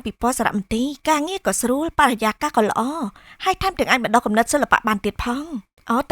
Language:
Khmer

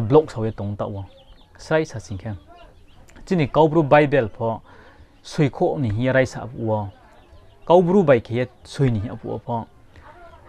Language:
Riang (India)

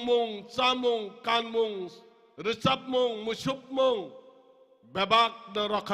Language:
Kok Borok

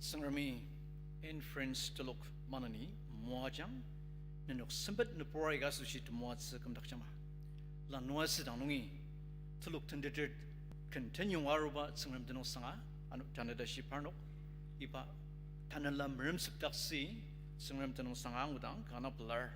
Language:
Ao Naga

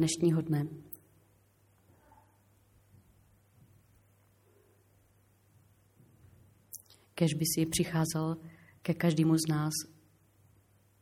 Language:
Czech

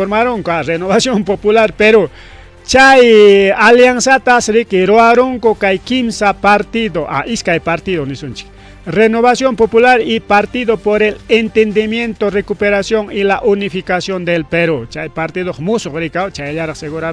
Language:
Ayacucho Quechua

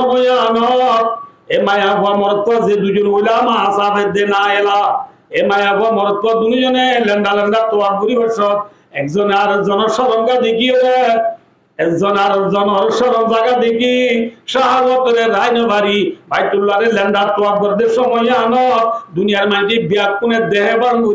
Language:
Rohingya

